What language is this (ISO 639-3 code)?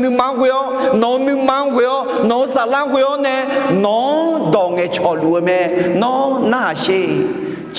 ahk